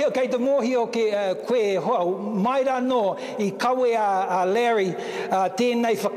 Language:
Māori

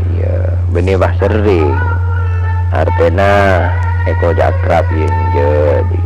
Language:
Madurese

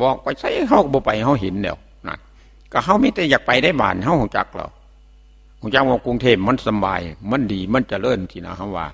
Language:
Northeastern Thai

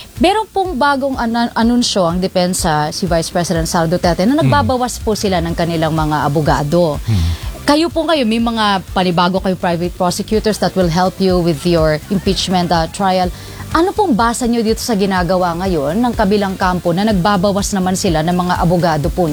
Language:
Filipino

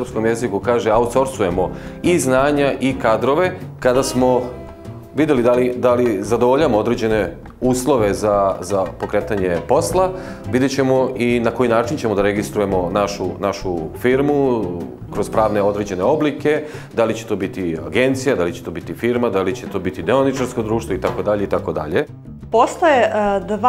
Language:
Serbian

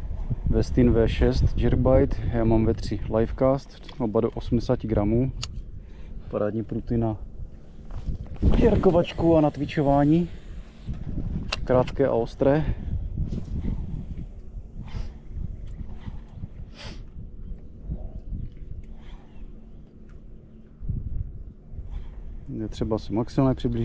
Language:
Czech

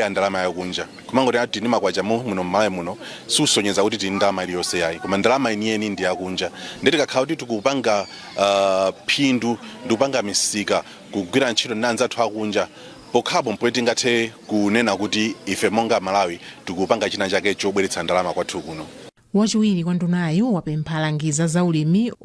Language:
Nyanja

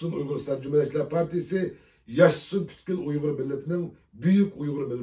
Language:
Uyghur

